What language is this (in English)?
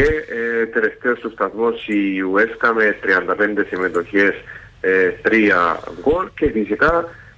Greek